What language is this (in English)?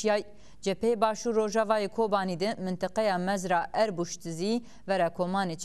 Zaza